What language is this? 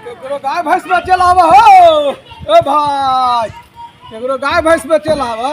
Magahi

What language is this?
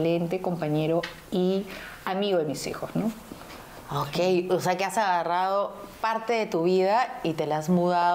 Spanish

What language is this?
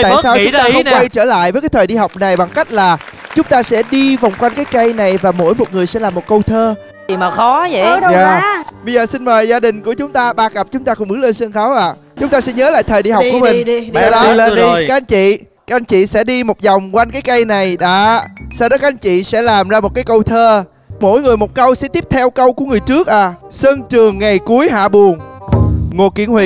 Vietnamese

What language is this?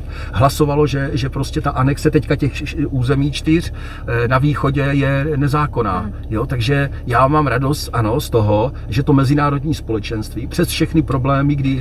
Czech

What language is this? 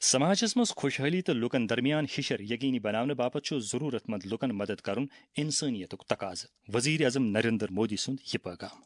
Kashmiri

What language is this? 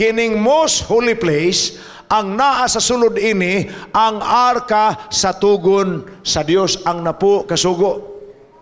Cebuano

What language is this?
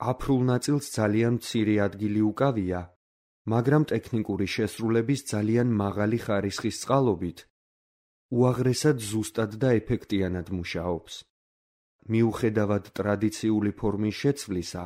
Georgian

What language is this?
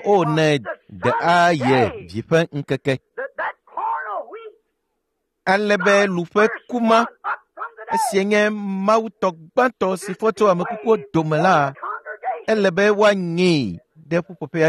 Ewe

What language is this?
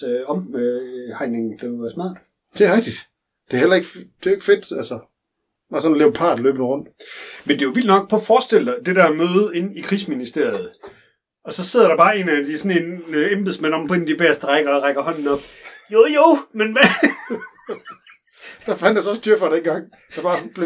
Danish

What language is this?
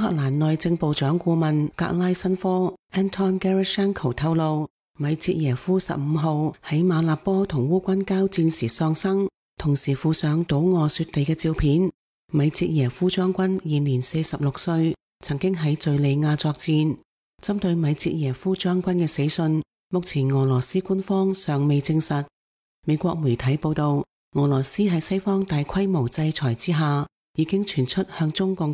Cantonese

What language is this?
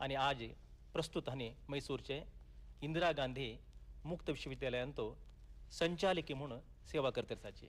Konkani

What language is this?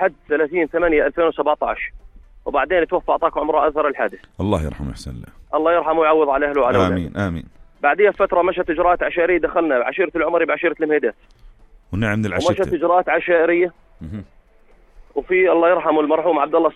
North Levantine Arabic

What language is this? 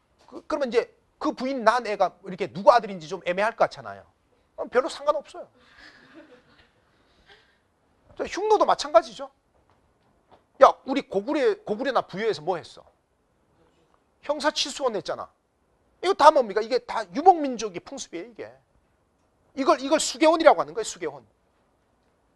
Korean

